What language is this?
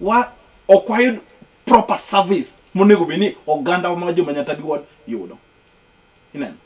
Luo (Kenya and Tanzania)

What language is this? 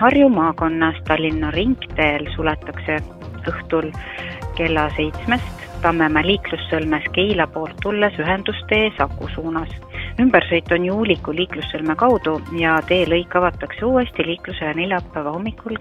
Estonian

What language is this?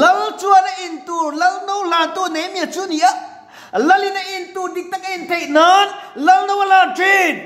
Mizo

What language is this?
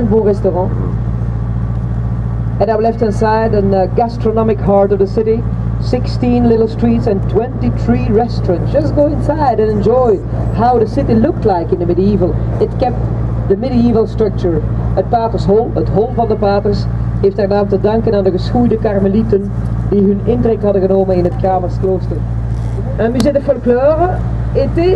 Dutch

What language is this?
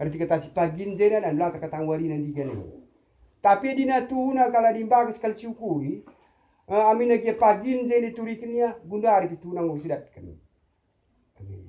Batak Karo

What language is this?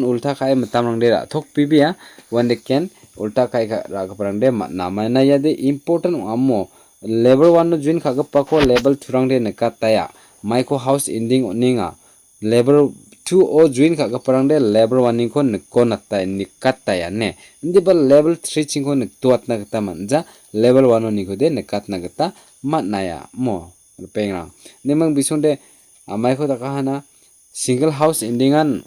Garo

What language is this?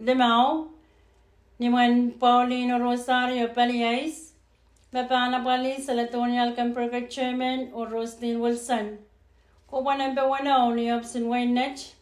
Pohnpeian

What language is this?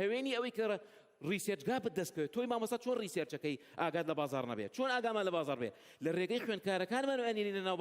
Central Kurdish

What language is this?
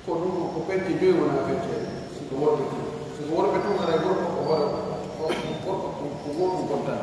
Pular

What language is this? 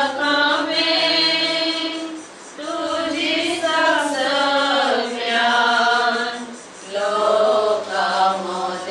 Konkani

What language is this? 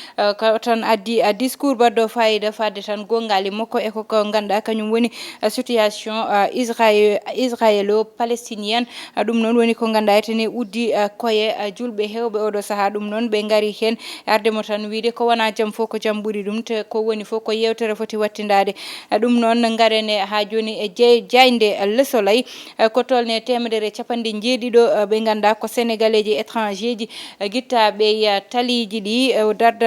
Fula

